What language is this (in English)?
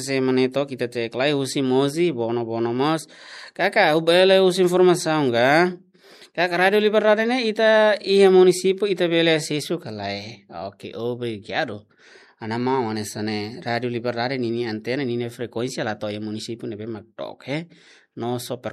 Tetum